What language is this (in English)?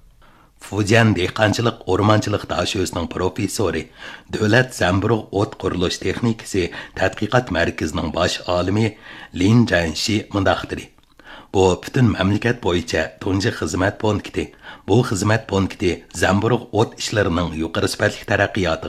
Uyghur